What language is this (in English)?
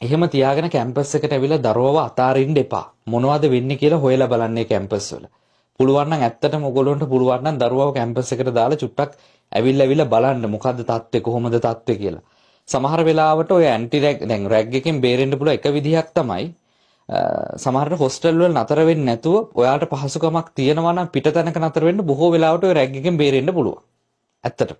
Sinhala